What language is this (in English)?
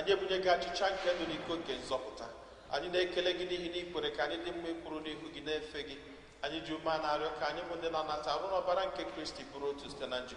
Igbo